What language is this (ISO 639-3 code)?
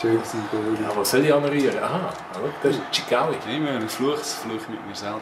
gsw